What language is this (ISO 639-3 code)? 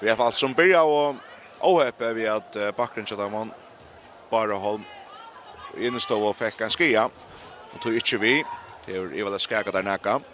fao